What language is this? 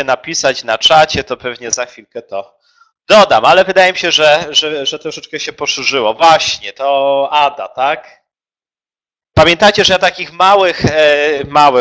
Polish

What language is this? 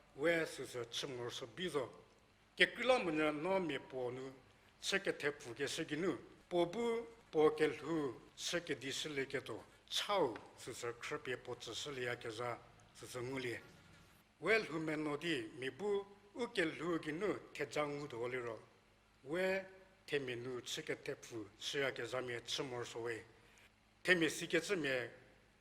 Angami Naga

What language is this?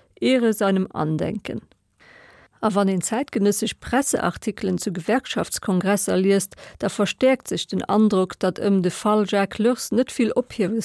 Luxembourgish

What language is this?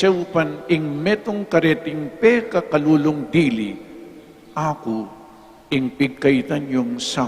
Pampanga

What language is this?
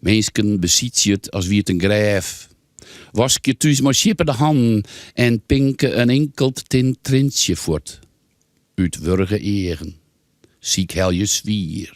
Western Frisian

